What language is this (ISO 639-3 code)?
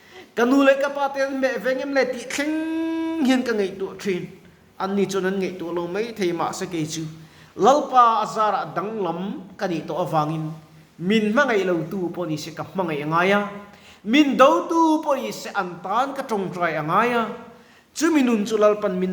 lus